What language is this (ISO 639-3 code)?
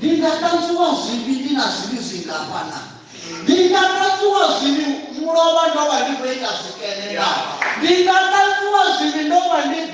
ven